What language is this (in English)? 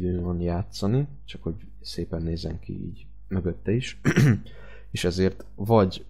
Hungarian